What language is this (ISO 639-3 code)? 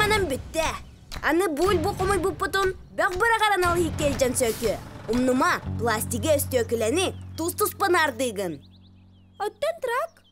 sah